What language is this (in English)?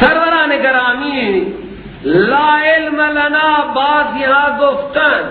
Persian